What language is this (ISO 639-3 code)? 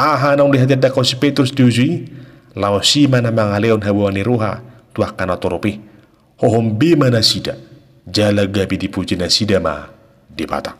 bbc